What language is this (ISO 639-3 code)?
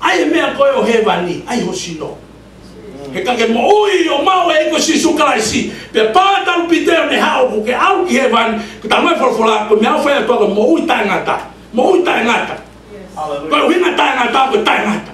ton